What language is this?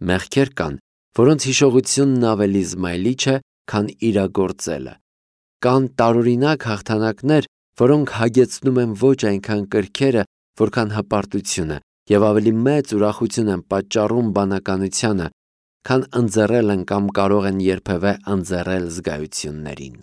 Armenian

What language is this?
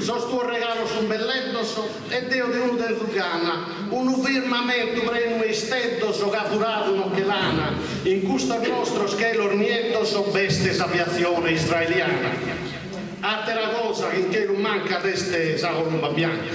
Sardinian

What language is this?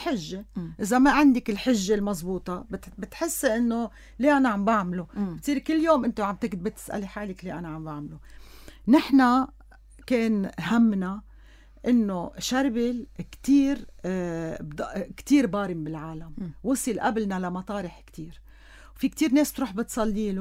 North Levantine Arabic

